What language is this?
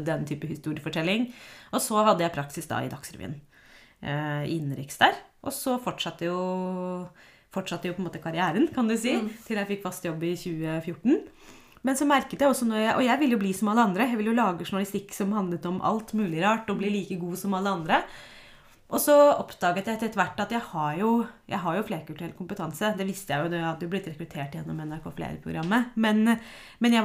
Norwegian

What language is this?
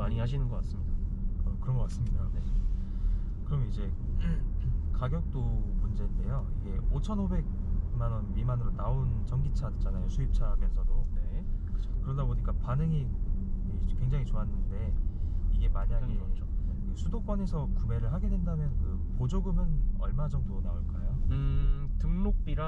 Korean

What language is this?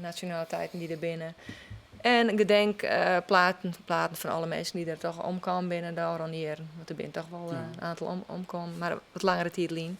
Western Frisian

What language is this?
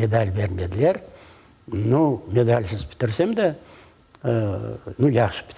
Crimean Tatar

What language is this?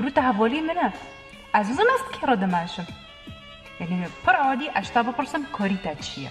Kurdish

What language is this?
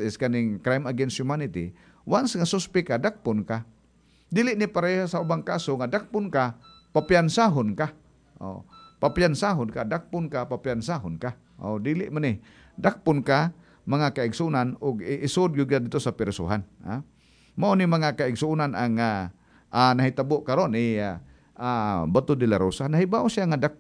Cebuano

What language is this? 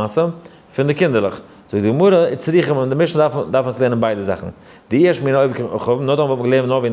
Yiddish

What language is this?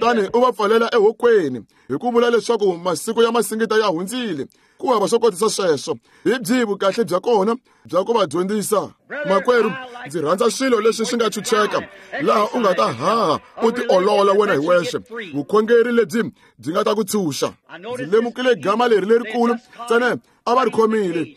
Tsonga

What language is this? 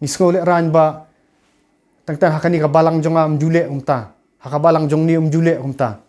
Khasi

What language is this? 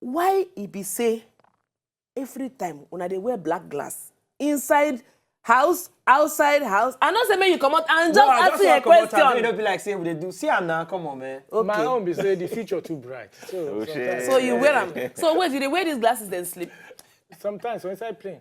Nigerian Pidgin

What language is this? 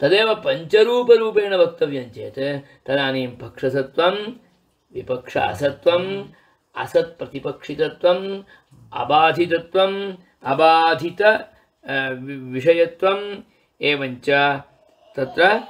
Sanskrit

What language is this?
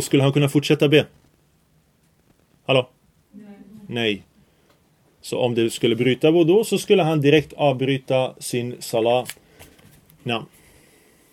Swedish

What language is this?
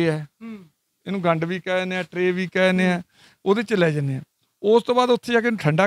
Punjabi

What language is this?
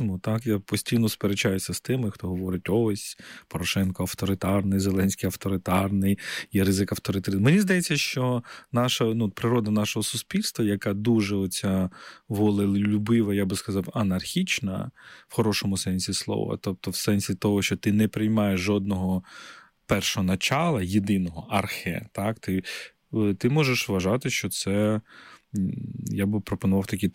Ukrainian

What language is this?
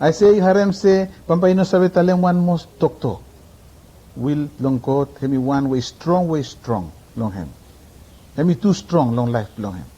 Bislama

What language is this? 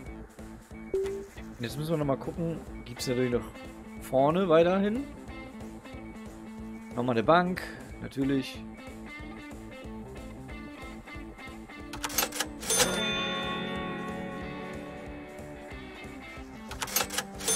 German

